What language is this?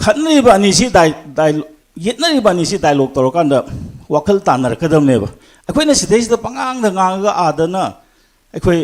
Manipuri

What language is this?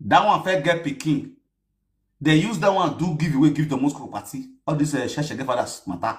Nigerian Pidgin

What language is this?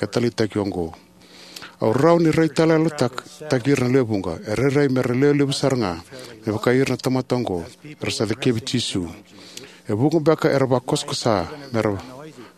Fijian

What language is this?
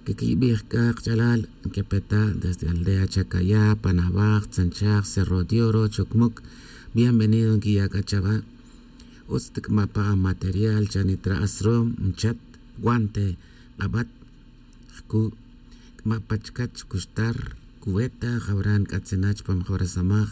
Tz'utujil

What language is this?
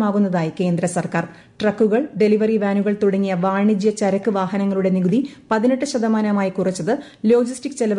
Malayalam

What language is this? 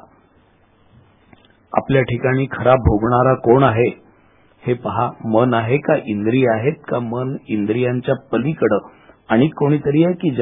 Marathi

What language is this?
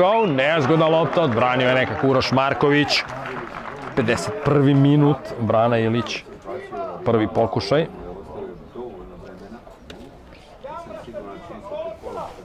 Serbian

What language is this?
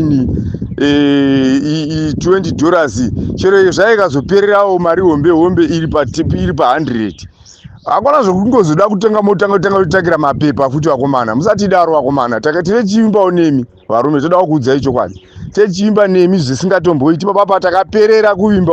Shona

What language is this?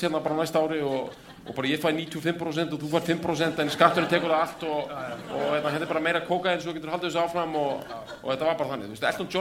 Icelandic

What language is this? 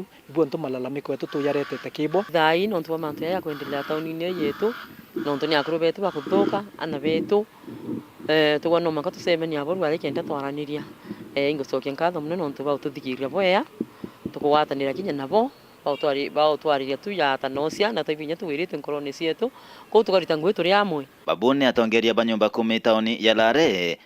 Meru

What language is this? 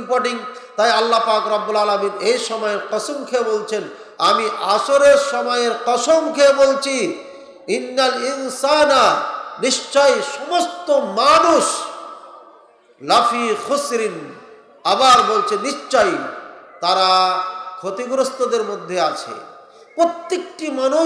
Bangla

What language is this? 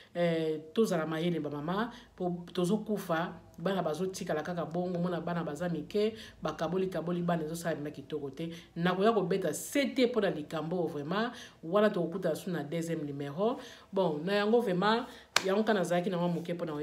Lingala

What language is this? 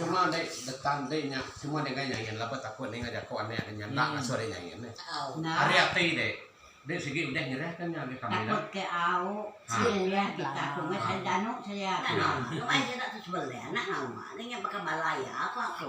Iban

